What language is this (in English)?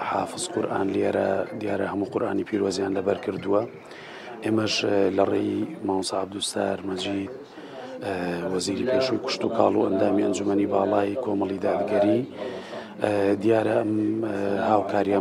Central Kurdish